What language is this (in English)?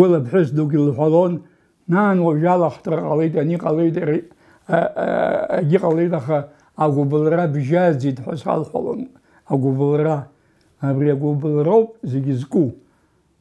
Abkhazian